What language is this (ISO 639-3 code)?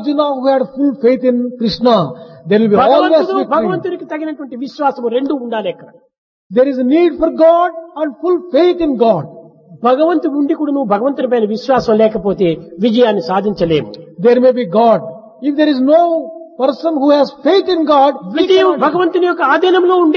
tel